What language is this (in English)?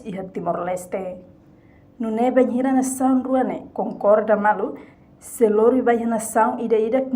Tetum